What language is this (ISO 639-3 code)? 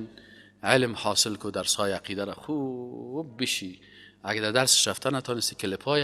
fas